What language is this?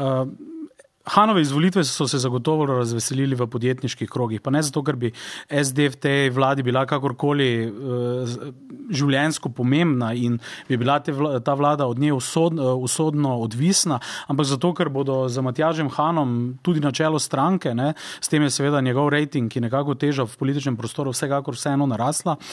Slovenian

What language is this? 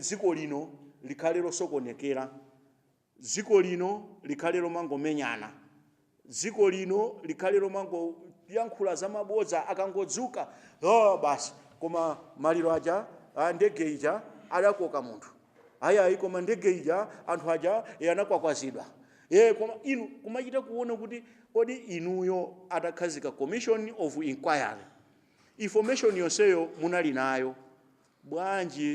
Nyanja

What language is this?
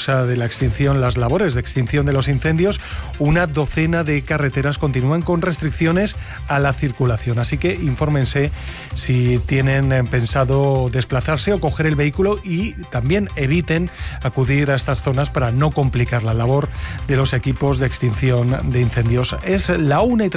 Spanish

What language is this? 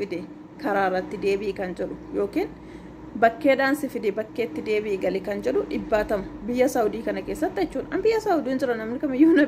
Oromo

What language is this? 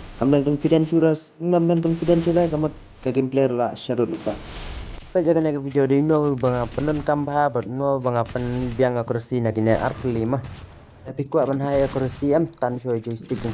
Khasi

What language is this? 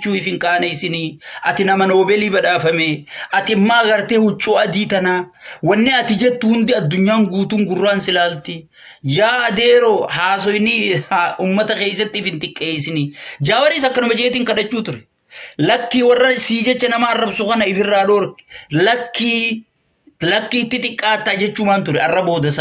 Oromo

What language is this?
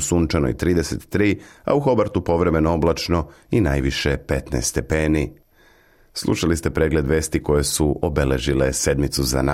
Serbian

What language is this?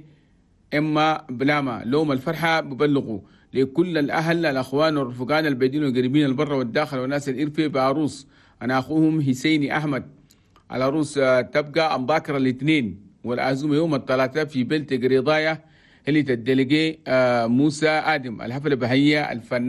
Chadian Arabic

